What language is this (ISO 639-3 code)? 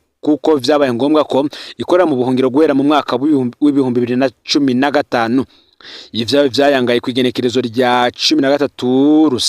run